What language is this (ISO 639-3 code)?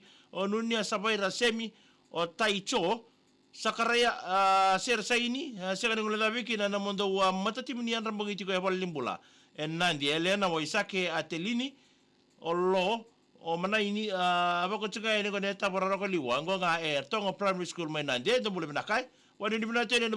fij